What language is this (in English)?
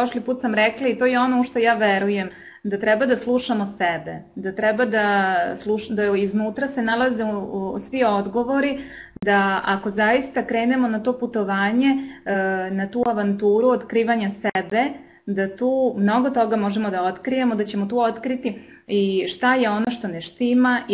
Serbian